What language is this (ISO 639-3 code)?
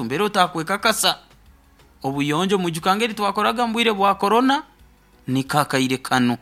nyo